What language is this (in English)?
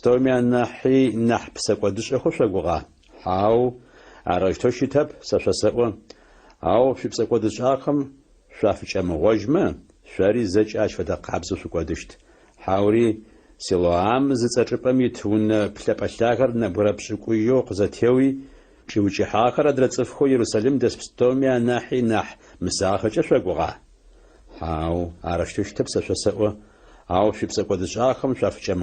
Adyghe